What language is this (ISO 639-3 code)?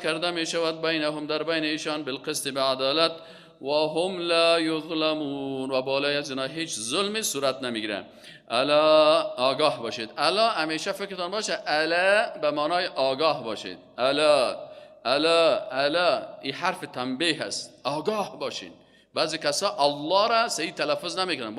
fas